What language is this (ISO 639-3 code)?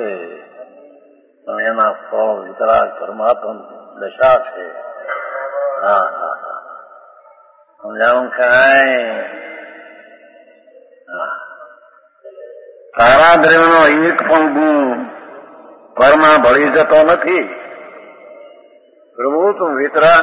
guj